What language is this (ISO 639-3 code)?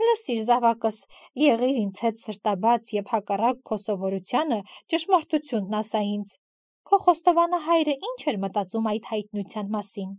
hye